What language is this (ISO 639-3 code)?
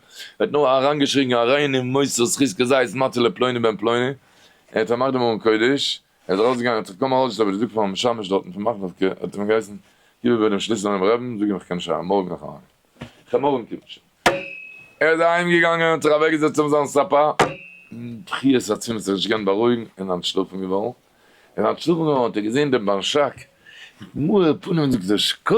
yid